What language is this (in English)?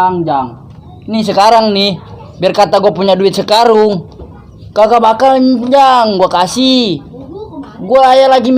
Betawi